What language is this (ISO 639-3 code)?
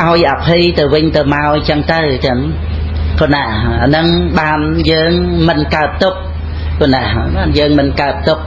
khm